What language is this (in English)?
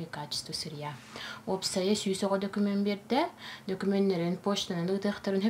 Yakut